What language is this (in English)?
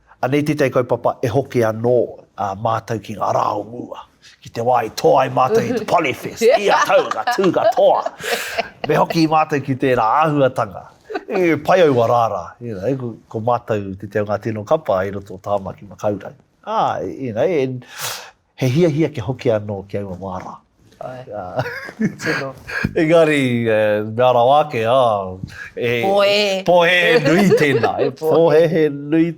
Māori